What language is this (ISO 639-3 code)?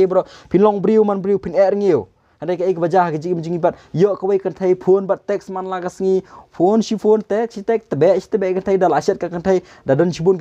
kha